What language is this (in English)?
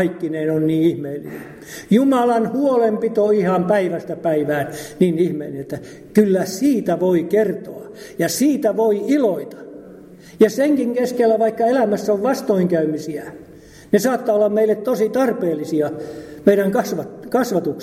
Finnish